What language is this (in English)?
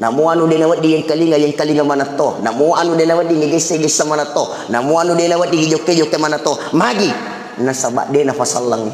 Buginese